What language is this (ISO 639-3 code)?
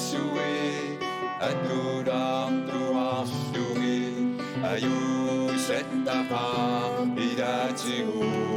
kal